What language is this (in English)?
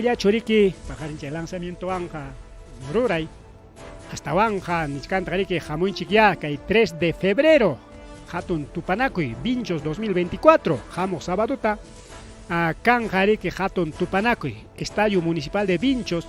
Ayacucho Quechua